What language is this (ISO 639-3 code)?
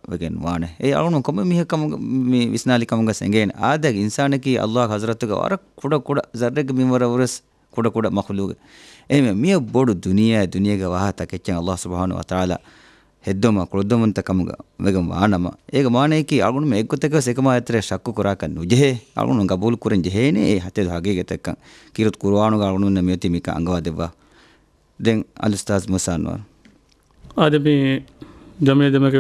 div